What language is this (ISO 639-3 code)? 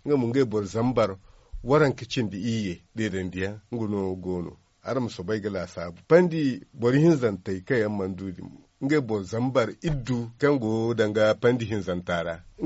dje